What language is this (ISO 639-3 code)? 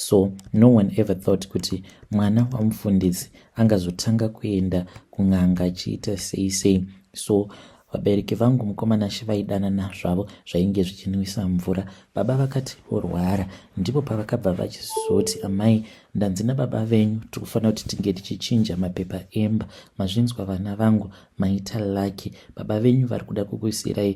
sna